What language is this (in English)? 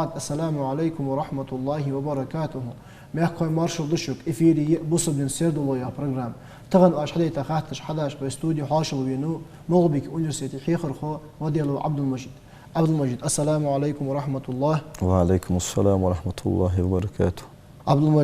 Ingush